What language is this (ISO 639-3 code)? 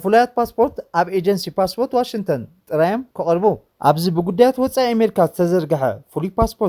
tir